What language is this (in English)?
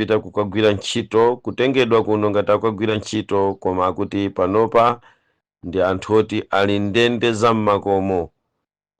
Nyanja